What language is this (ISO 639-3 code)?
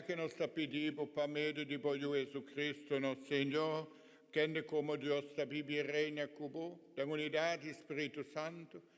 pap